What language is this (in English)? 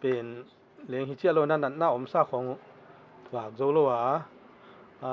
Hmar